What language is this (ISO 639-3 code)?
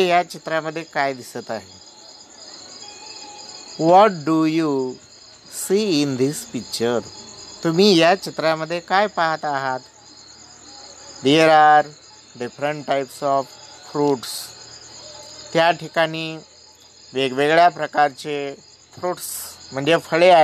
mar